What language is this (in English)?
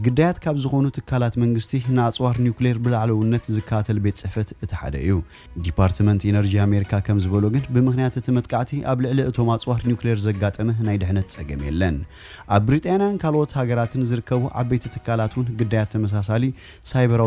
Tigrinya